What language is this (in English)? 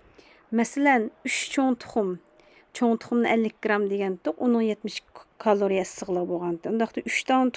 Uyghur